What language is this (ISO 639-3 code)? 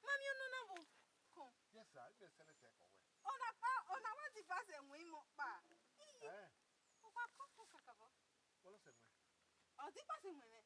bin